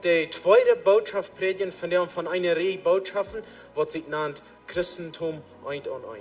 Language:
Plautdietsch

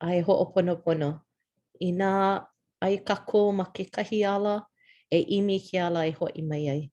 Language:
Hawaiian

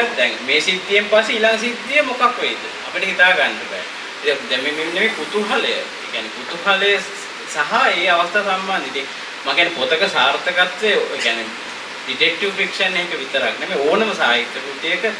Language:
Sinhala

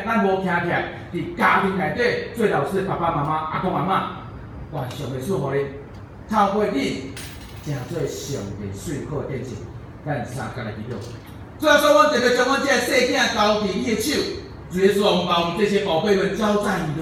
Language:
Min Nan Chinese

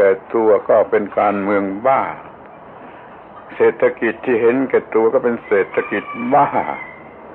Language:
Thai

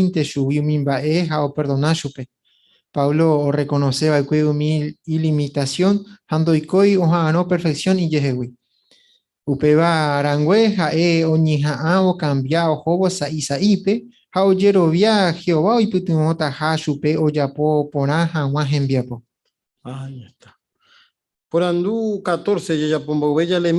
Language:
Guarani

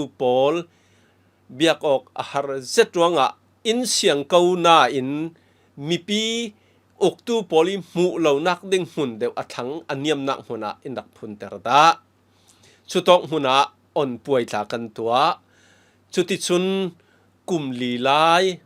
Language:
Falam Chin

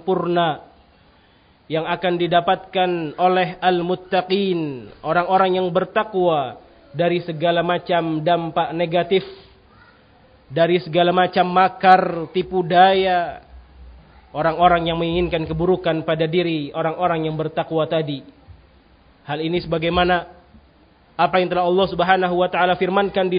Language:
Indonesian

